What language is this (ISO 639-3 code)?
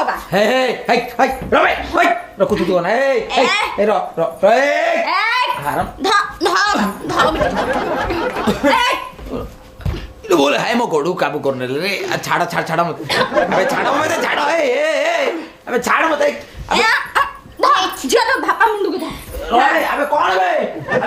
ori